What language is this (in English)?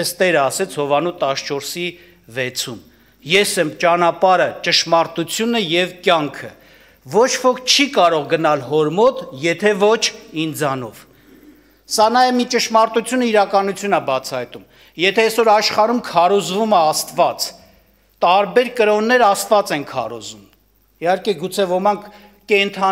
Armenian